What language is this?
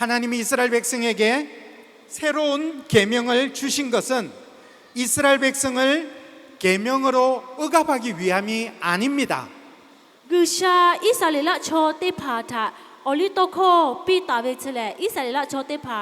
Lahu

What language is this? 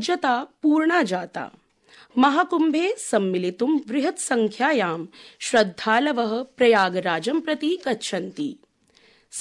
Sanskrit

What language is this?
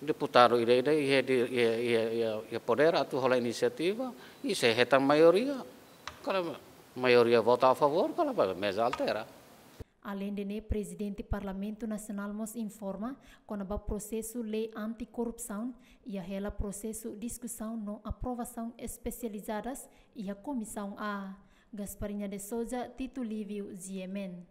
Tetum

